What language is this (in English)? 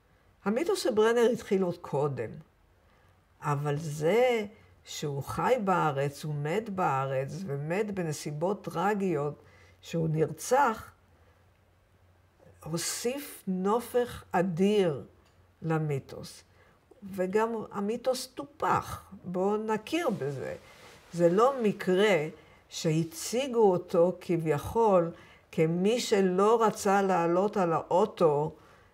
Hebrew